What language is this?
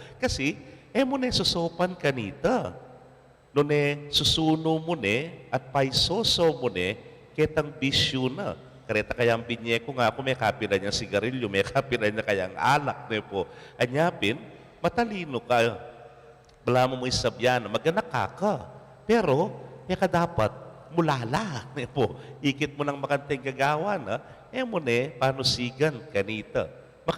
Pampanga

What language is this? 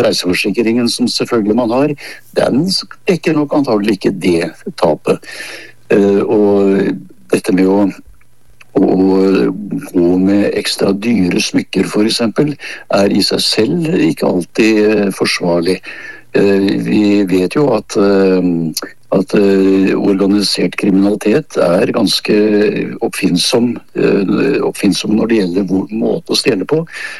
Norwegian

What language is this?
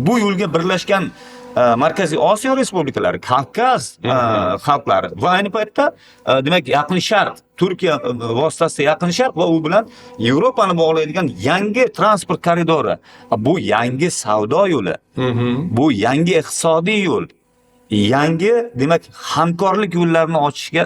Uzbek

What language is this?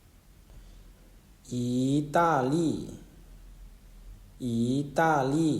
Lao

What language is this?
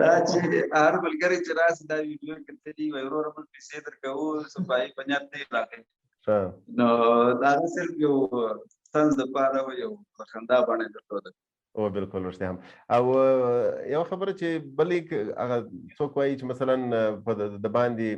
Pashto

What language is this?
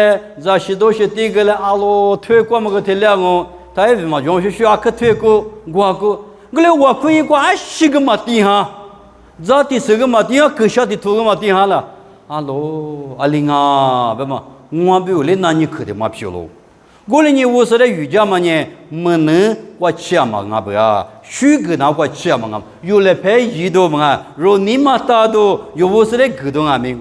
Lisu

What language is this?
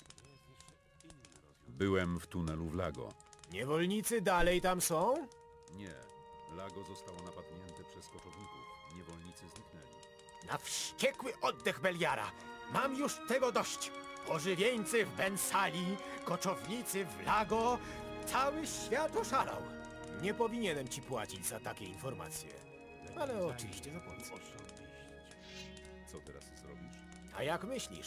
Polish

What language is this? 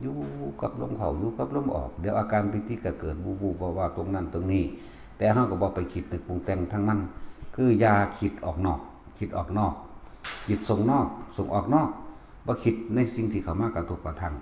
Northeastern Thai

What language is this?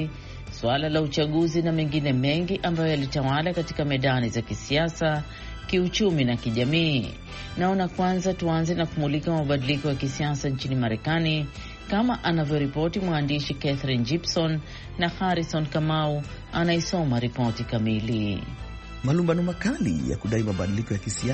Swahili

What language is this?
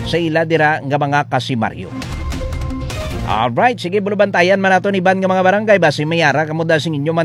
Hiligaynon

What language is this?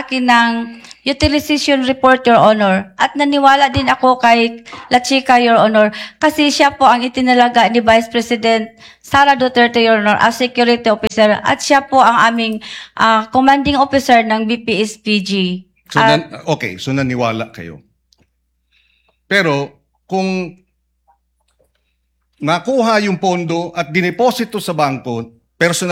Filipino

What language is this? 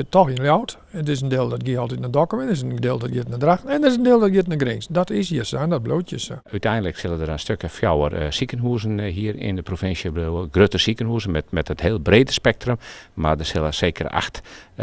Western Frisian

